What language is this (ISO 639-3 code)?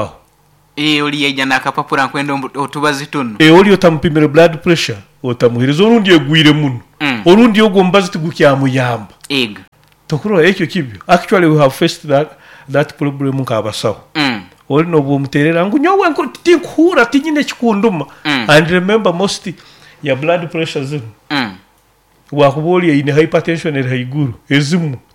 nyo